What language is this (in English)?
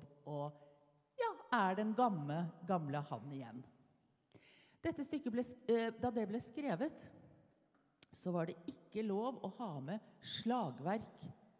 Norwegian